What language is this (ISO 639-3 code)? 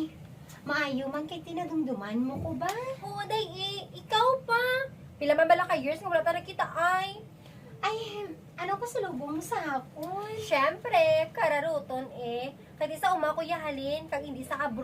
hil